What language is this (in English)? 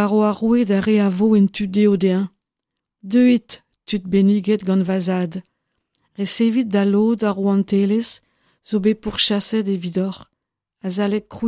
Breton